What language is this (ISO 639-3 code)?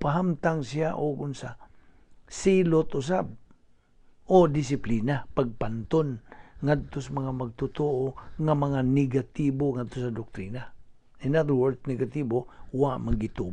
ceb